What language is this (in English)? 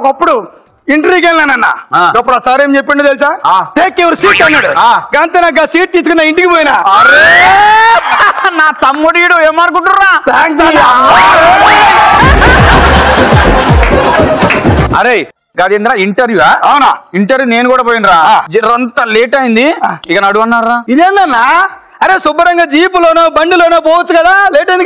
Telugu